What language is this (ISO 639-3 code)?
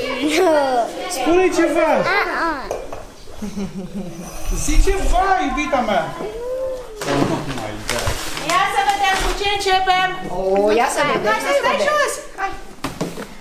ron